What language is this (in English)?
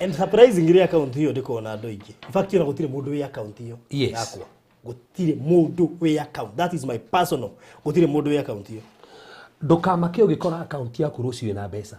Kikuyu